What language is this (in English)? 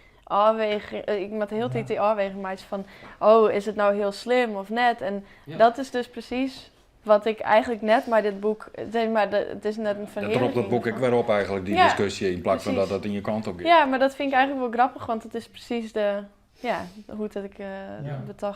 Western Frisian